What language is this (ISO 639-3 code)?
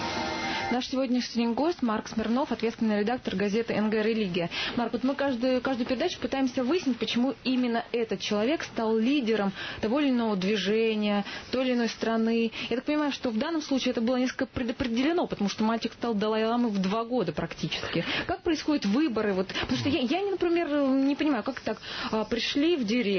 rus